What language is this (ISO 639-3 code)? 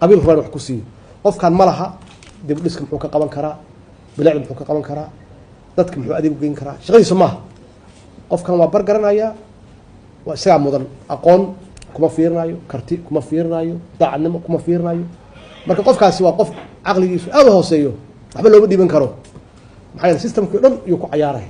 som